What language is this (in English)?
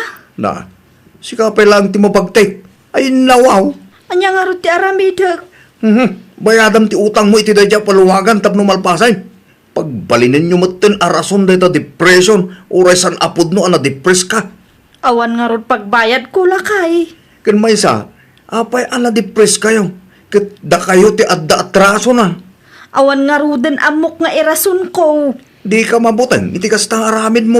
Iloko